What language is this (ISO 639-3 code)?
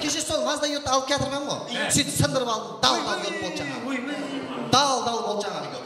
kaa